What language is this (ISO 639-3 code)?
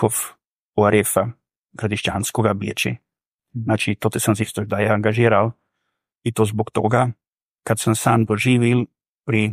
slv